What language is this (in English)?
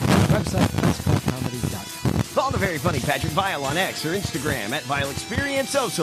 English